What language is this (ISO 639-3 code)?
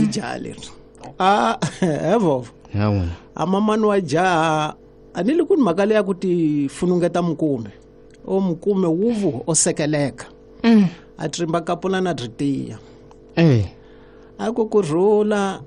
tso